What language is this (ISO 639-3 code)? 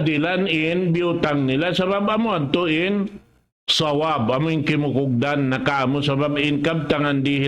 tsg